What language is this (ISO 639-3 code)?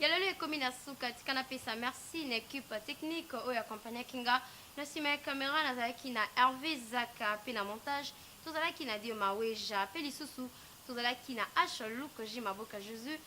lin